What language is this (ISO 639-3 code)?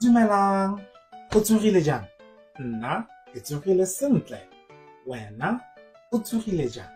tsn